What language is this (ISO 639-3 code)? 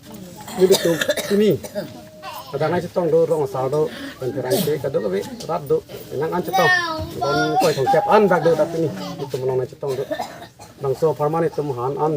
mjw